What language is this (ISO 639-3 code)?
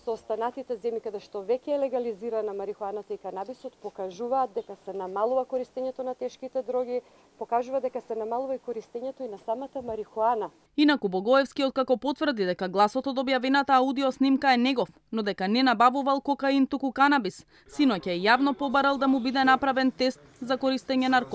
mkd